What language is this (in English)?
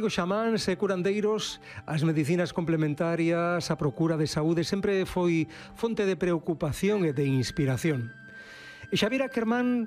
Galician